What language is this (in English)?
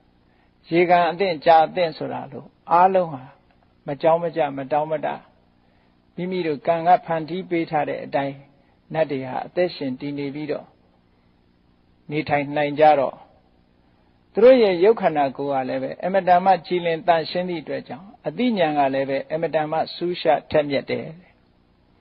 Burmese